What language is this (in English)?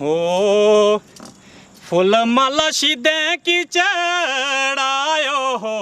Dogri